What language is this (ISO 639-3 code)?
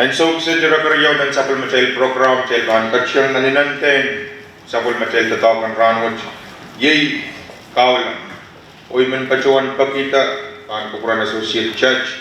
pon